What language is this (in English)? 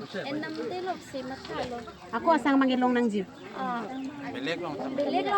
Karbi